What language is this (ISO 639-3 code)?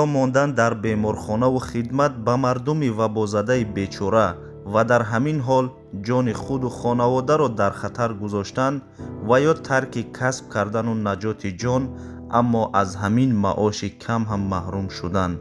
tgk